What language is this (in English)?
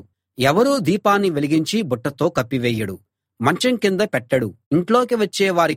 Telugu